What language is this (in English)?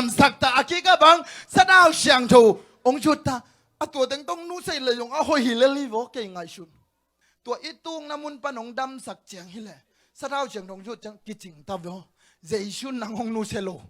Tedim Chin